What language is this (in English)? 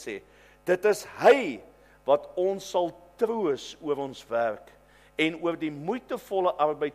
Afrikaans